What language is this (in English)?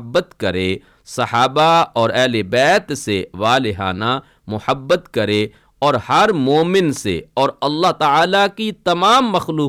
Urdu